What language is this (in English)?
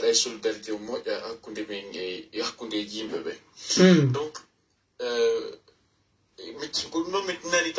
Pular